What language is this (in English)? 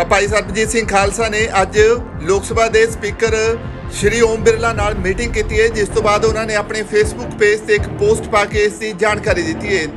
Punjabi